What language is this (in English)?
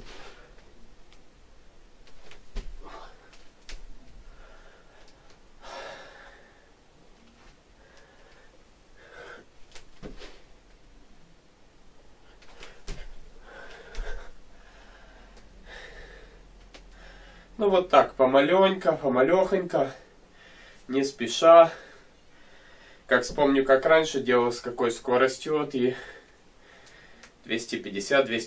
Russian